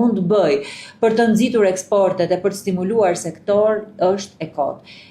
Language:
Albanian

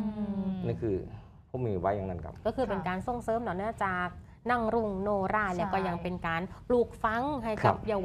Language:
Thai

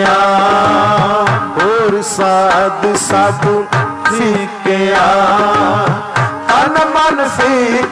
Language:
Punjabi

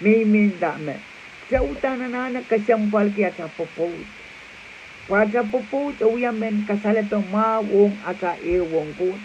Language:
Pohnpeian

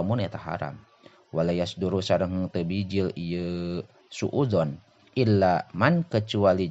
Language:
Sundanese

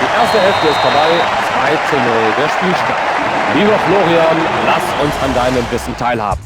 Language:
Bavarian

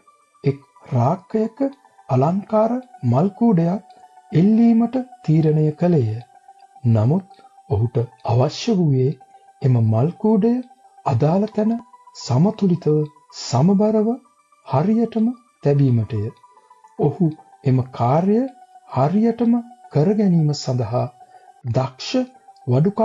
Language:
Sinhala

